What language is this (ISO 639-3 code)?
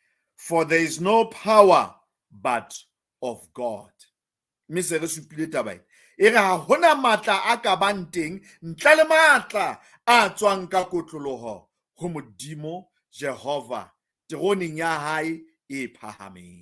sot